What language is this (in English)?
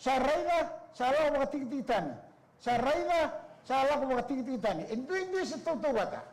Fijian